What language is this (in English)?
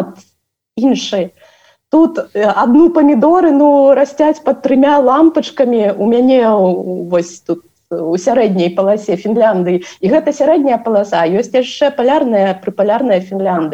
Belarusian